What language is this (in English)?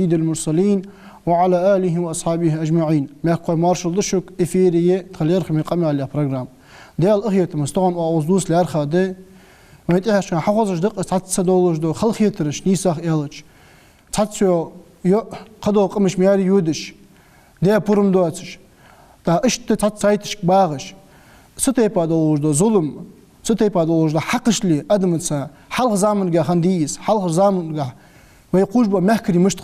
Ingush